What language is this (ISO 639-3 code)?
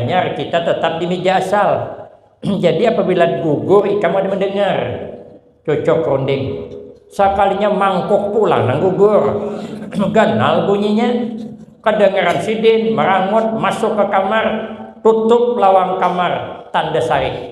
bjn